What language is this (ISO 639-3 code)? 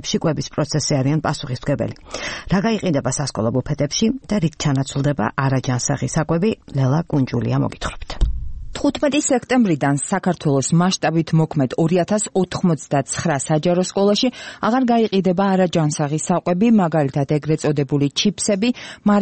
kat